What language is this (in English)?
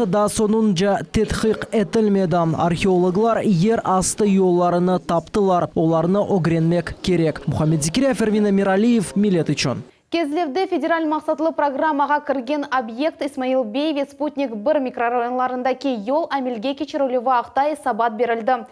Crimean Tatar